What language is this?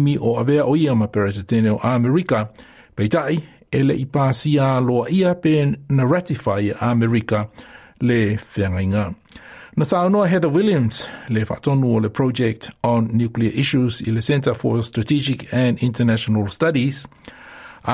Samoan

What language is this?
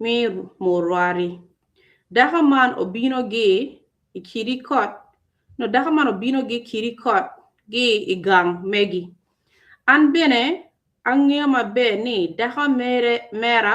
Acoli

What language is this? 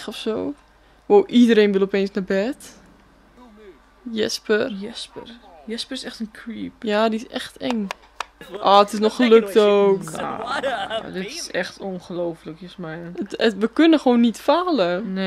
Dutch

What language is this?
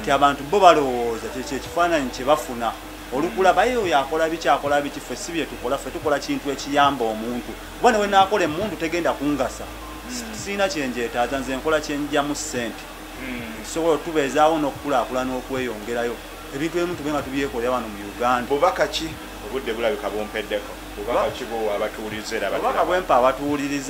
Ganda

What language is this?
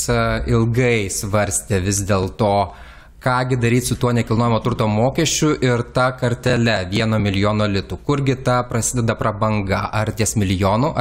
Lithuanian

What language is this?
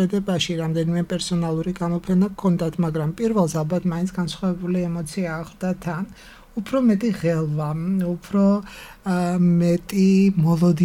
Georgian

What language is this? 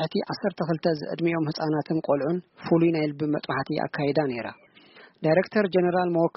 Tigrinya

